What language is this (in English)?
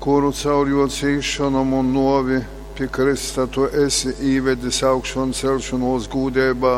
Latgalian